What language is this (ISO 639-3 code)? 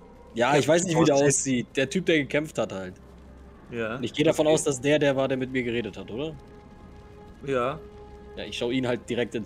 deu